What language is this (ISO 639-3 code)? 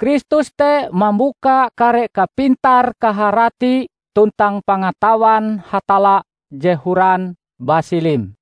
nij